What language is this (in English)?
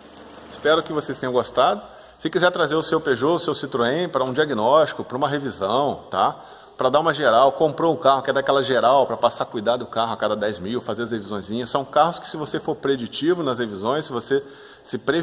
Portuguese